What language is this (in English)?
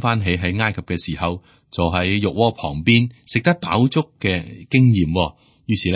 Cantonese